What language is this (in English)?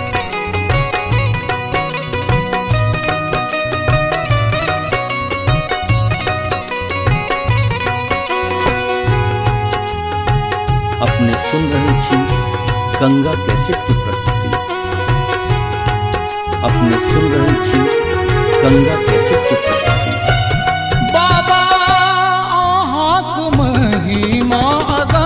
Maithili